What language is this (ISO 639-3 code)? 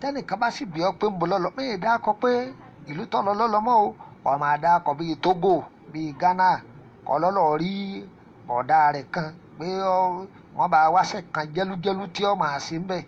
yor